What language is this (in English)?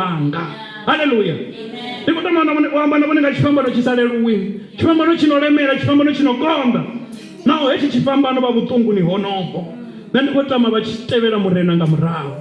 Venda